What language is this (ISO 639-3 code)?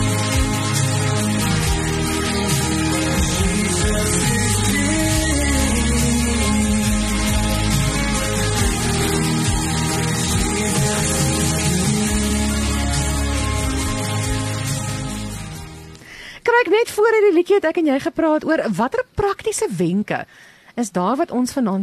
afr